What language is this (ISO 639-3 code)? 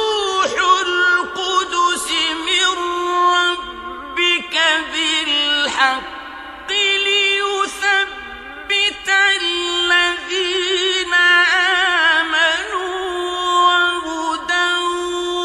ara